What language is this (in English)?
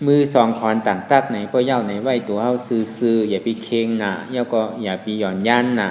Shan